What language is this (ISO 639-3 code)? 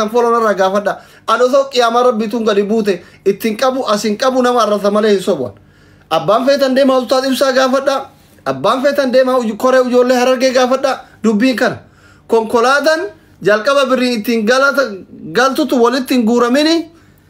orm